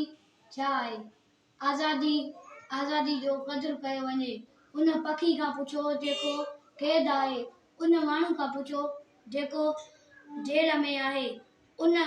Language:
Sindhi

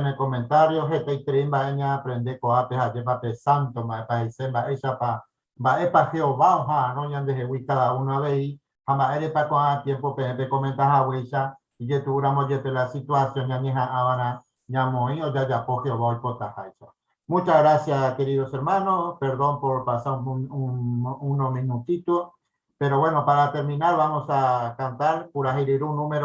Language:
Guarani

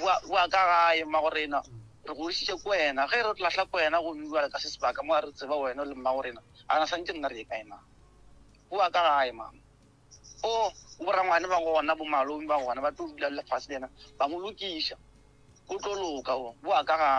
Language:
Northern Sotho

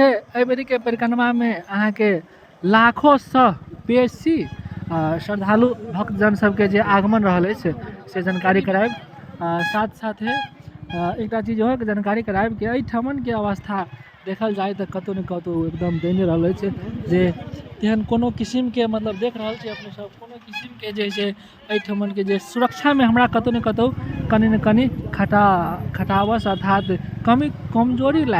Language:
Maithili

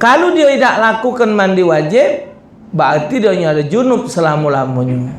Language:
Musi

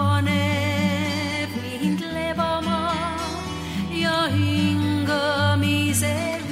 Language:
Estonian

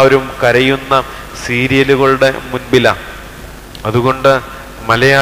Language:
Malayalam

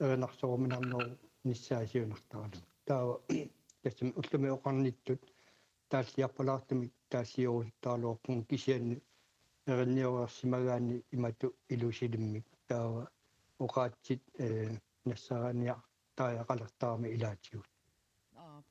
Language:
Kalaallisut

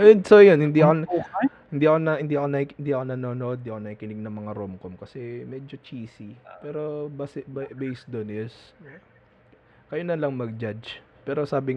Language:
Filipino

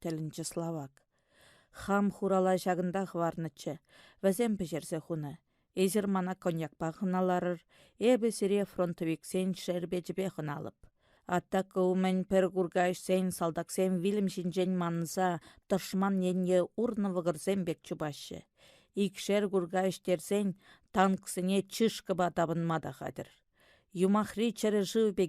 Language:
Chuvash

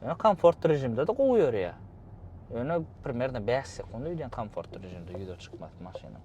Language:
Turkmen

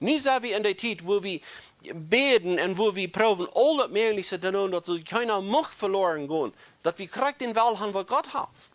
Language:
Plautdietsch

